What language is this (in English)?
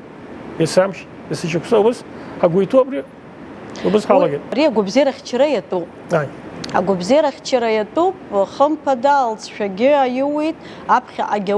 Abkhazian